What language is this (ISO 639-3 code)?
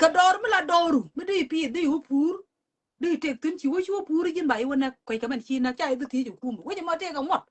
nus